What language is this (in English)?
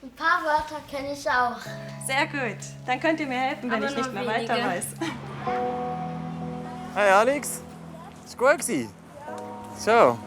Swiss German